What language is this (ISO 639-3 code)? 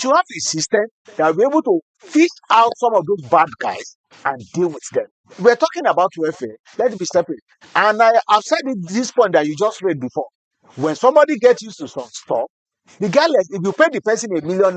pcm